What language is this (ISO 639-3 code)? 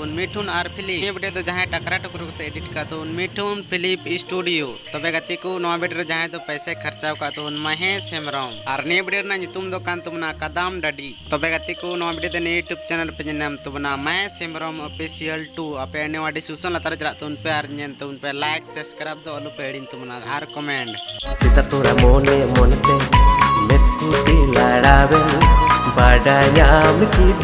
sat